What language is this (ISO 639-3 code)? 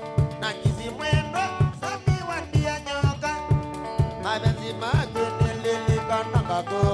kam